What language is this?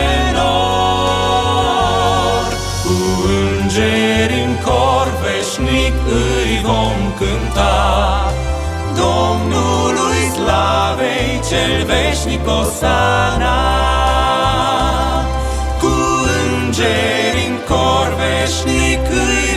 Romanian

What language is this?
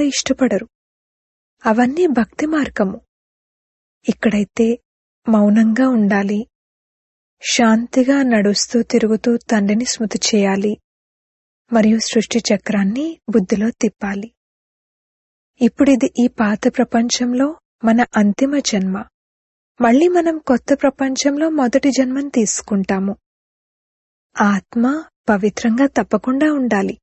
Telugu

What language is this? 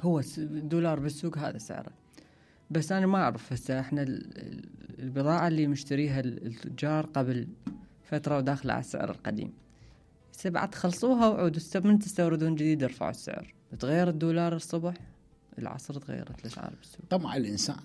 Mesopotamian Arabic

